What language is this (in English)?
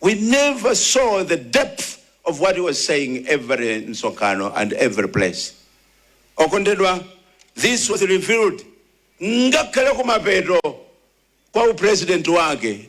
Nyanja